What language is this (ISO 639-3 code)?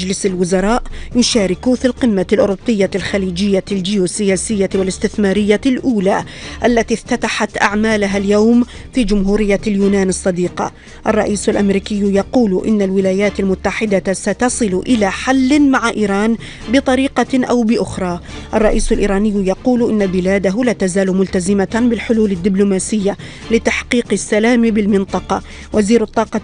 ara